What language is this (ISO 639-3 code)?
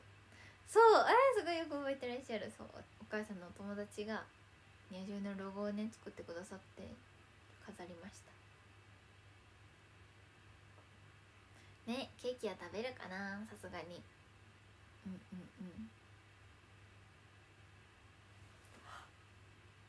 jpn